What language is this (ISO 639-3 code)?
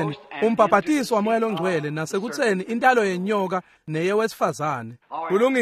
ssw